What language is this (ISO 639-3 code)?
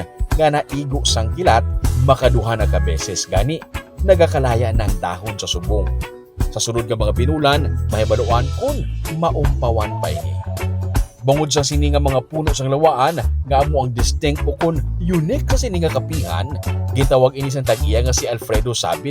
hil